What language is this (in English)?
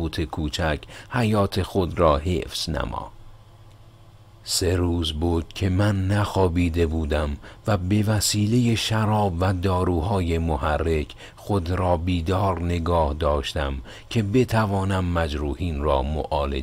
Persian